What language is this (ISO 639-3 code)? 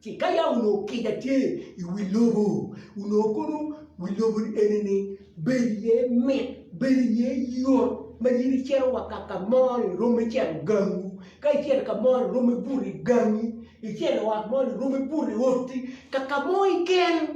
ach